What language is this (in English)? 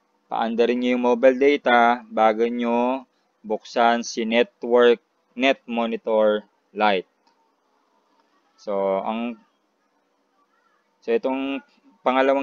Filipino